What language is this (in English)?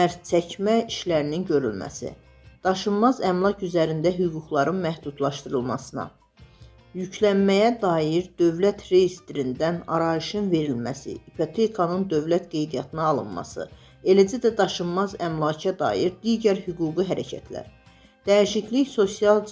Azerbaijani